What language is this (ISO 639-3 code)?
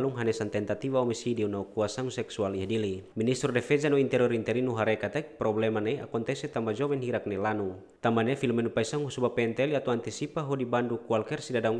tet